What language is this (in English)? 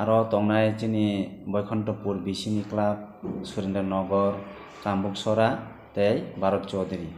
Kok Borok